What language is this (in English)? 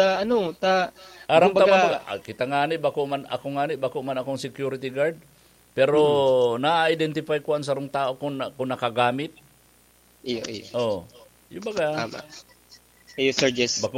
Bikol